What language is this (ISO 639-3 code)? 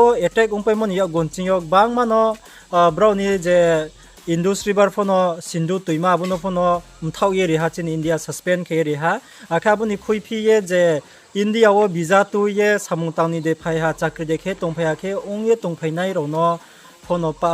ria